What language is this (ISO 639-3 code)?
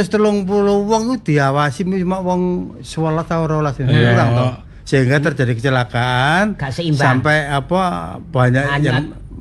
jav